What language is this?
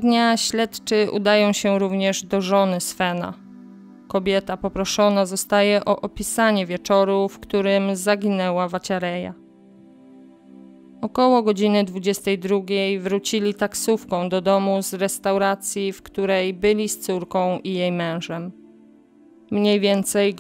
Polish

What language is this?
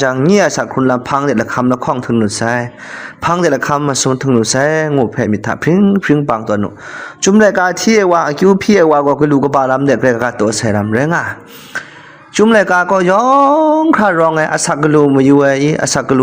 Kachin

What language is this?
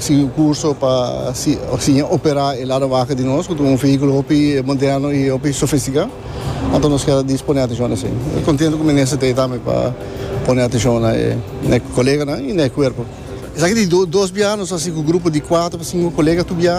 Papiamento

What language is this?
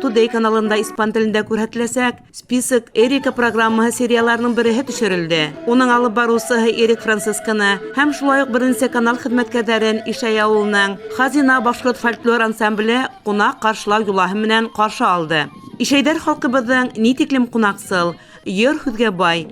Bashkir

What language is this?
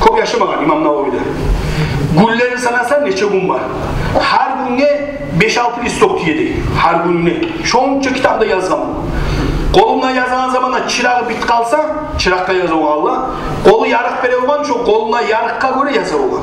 Kumyk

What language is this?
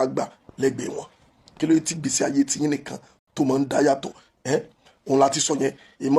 Yoruba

